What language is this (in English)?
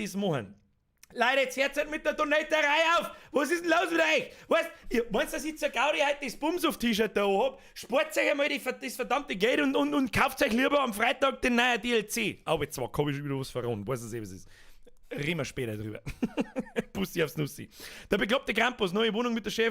Bavarian